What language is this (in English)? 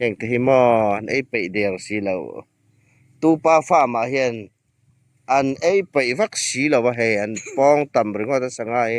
Hmar